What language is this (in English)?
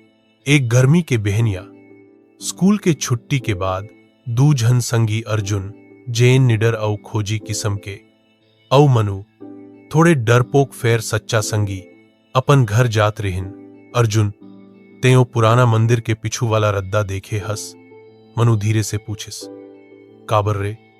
Chhattisgarhi